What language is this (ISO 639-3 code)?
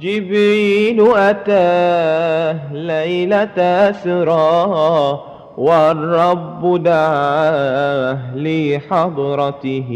mad